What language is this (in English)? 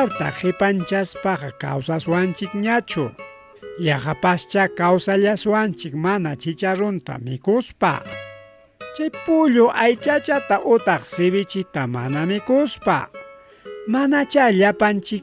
Ayacucho Quechua